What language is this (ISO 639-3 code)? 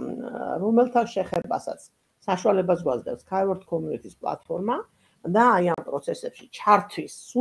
kat